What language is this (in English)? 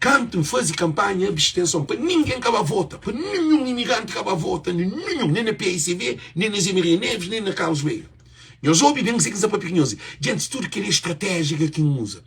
Kabuverdianu